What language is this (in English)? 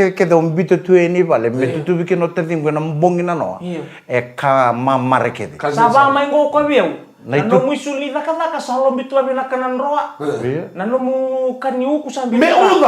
Fijian